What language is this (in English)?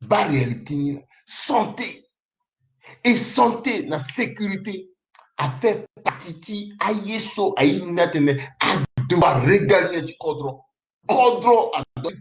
Sango